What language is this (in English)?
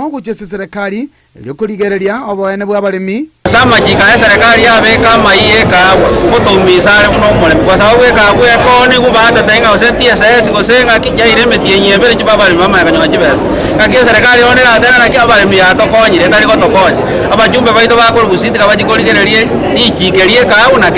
Gusii